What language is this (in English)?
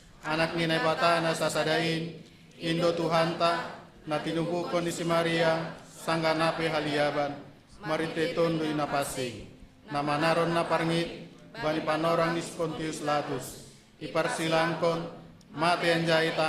Batak Simalungun